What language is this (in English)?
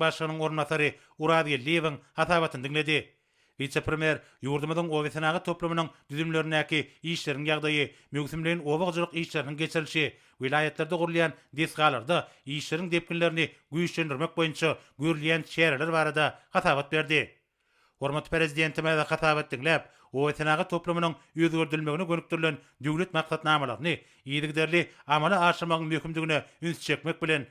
Turkmen